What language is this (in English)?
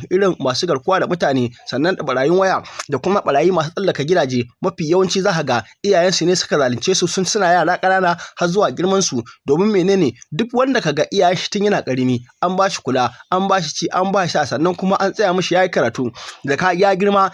Hausa